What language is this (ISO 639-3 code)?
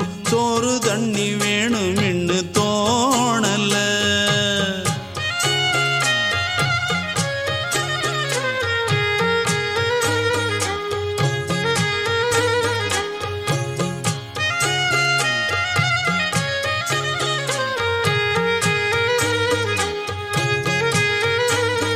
tam